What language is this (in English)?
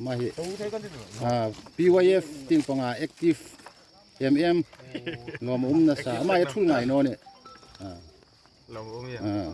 Hmar